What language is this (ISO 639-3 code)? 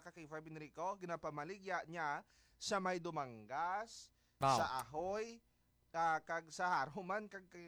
hil